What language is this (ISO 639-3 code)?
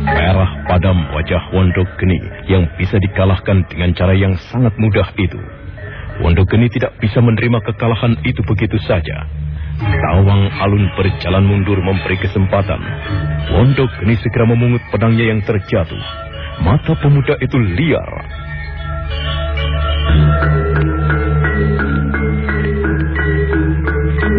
ind